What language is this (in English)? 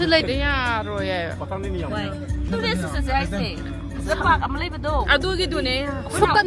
Manipuri